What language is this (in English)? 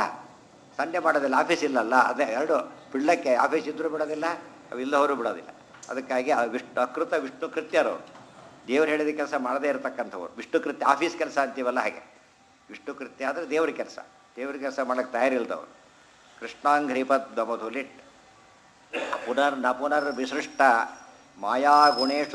Kannada